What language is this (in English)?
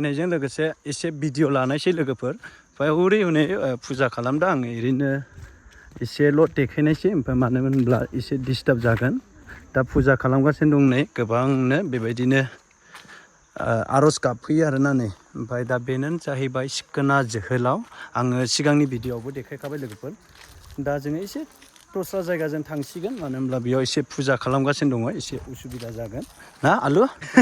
Bodo